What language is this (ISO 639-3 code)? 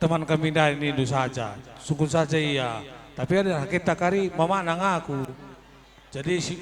btx